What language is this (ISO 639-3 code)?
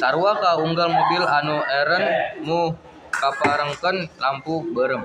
sun